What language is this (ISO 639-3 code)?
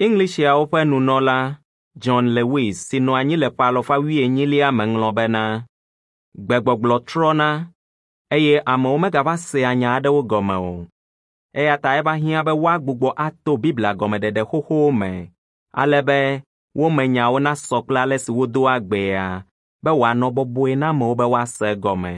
ewe